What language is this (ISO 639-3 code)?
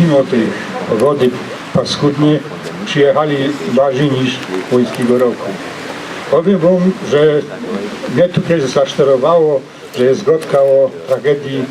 szl